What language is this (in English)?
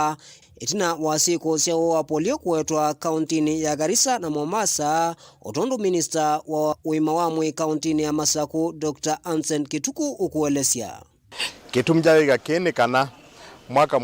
Kamba